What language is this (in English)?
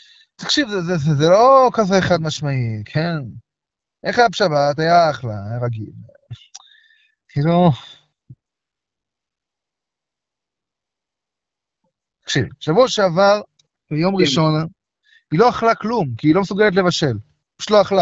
Hebrew